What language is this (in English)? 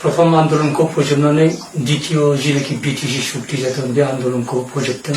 Bodo